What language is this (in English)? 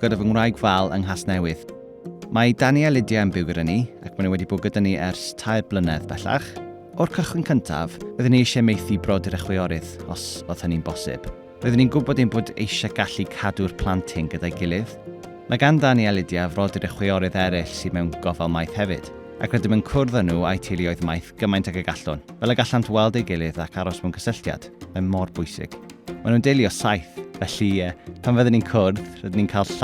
Welsh